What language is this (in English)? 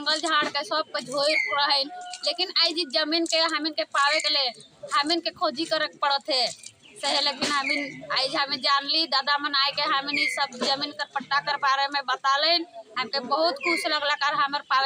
Sadri